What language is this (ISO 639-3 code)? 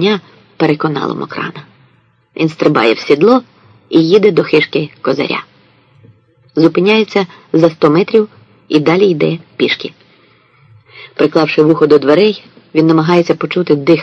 ukr